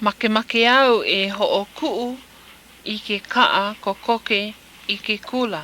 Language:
Hawaiian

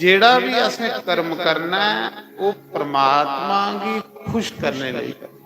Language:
Dogri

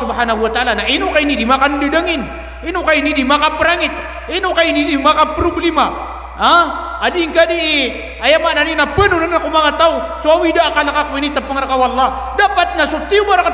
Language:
Maranao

